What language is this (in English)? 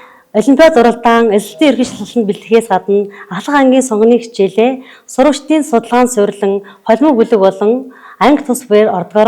Mongolian